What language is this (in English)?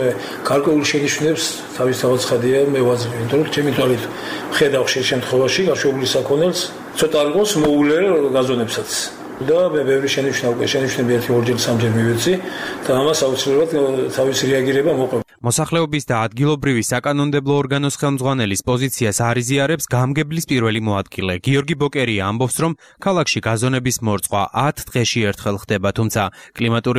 Georgian